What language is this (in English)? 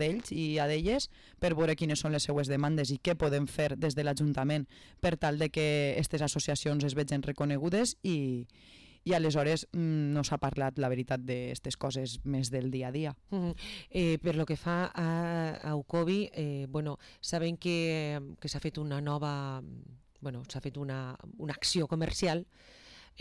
Catalan